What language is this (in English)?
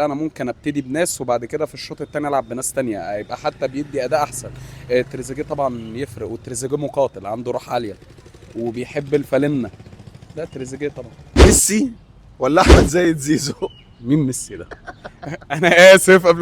Egyptian Arabic